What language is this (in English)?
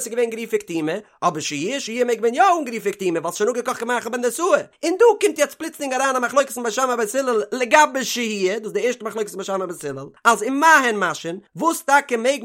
Yiddish